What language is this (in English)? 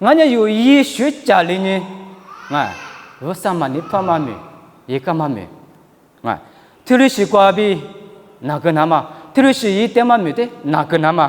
Lisu